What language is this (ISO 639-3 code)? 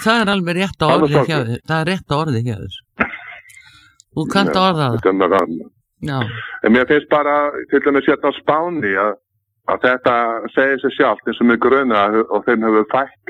isl